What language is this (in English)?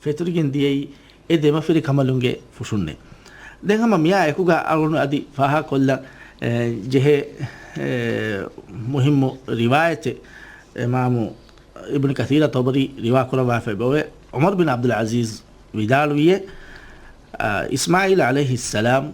Divehi